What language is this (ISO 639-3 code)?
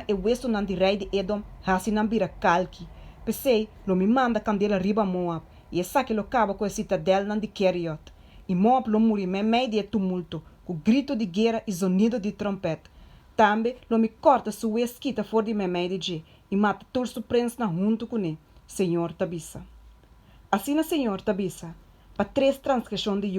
pap